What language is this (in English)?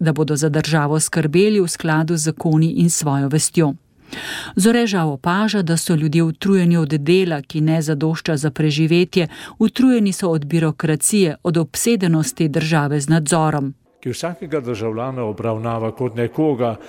Slovenian